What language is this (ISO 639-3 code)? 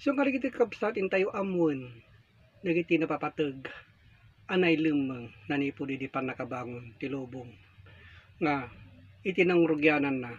ilo